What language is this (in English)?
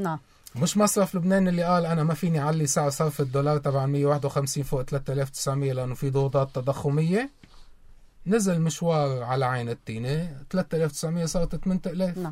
North Levantine Arabic